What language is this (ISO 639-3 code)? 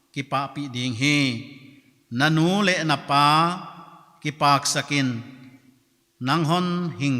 pck